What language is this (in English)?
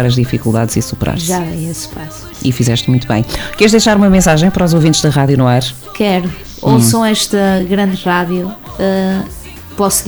Portuguese